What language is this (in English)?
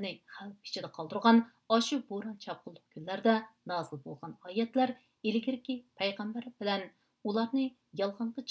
Uyghur